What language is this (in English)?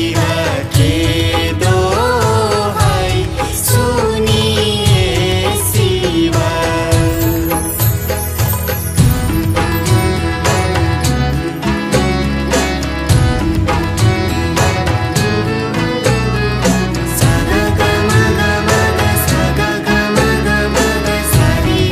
Bhojpuri